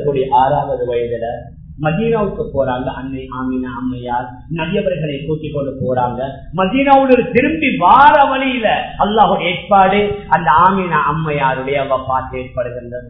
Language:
Tamil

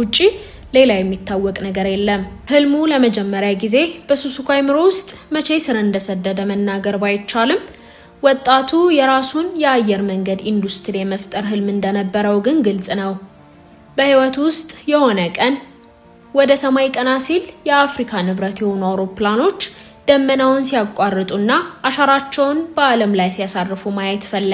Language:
Amharic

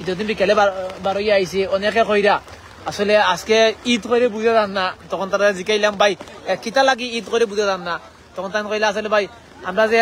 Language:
Sylheti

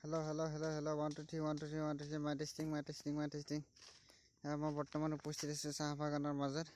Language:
Assamese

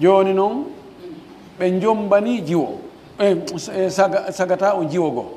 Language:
Pular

